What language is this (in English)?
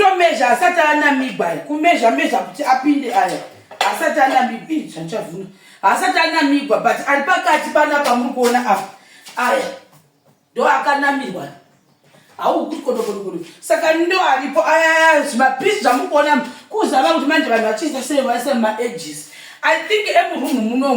Shona